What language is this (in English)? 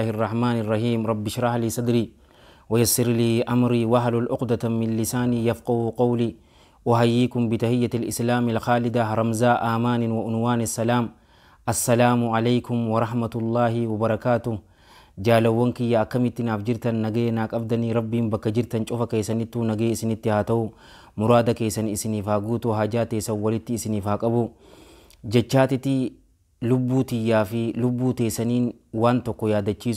Oromo